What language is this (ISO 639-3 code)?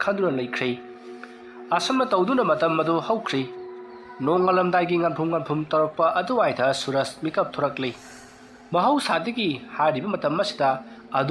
mni